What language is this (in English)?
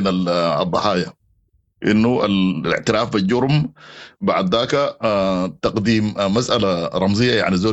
Sudanese Arabic